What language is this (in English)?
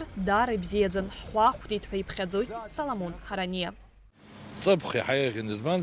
Abkhazian